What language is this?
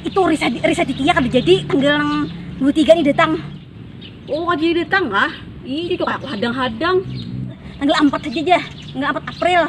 Banjar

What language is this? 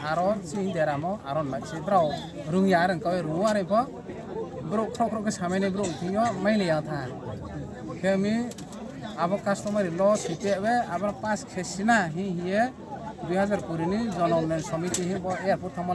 Riang (India)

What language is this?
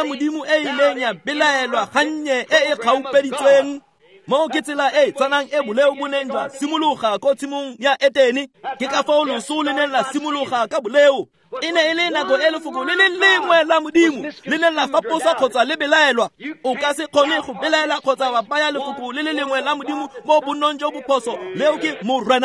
Tswana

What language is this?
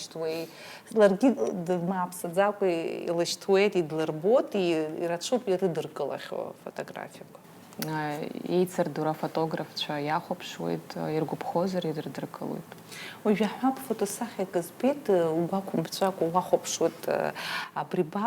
Abkhazian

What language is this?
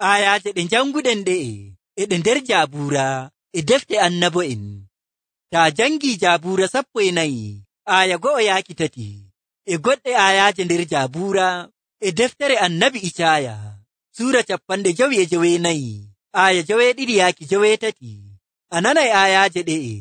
Nigerian Fulfulde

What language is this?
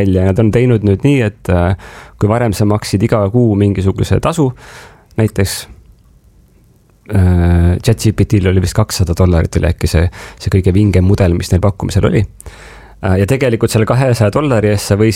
Estonian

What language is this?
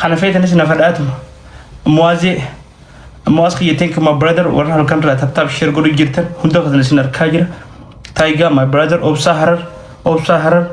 Oromo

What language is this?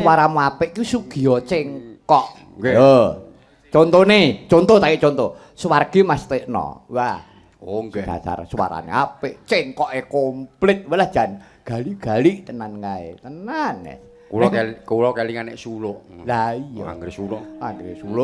Javanese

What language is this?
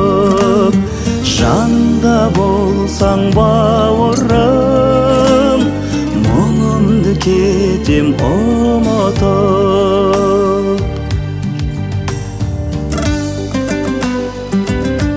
Kazakh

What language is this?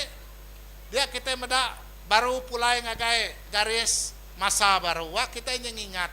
Iban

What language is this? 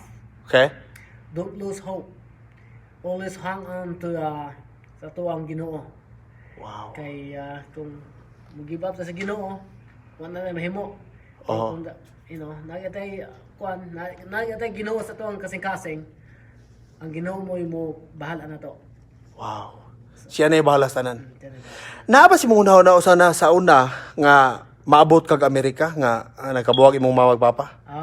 Cebuano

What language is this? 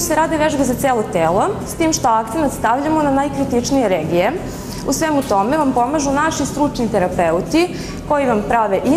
Serbian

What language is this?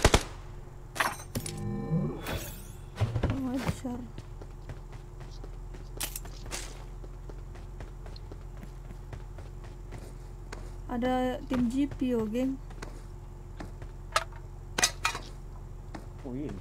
Malay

